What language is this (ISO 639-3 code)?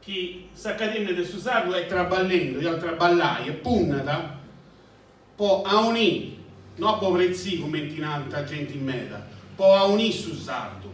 srd